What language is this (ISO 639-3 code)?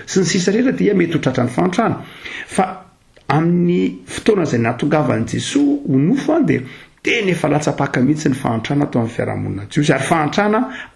mlg